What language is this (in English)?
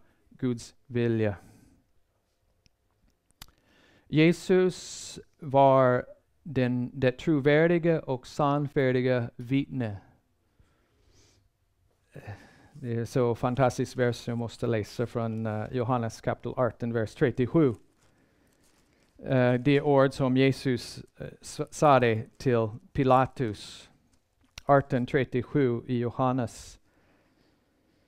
Swedish